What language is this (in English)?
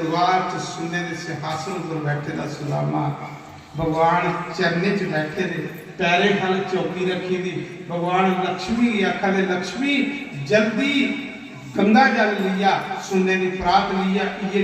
Dogri